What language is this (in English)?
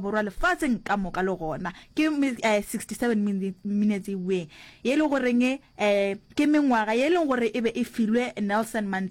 Northern Sotho